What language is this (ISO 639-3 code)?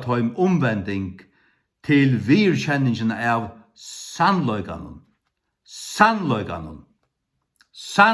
fao